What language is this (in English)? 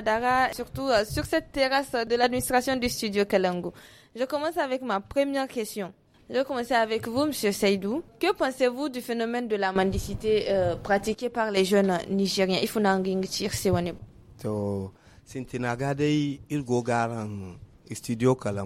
Hausa